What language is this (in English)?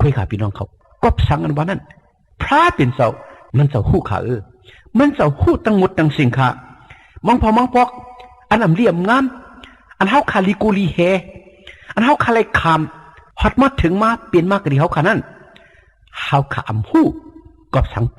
Shan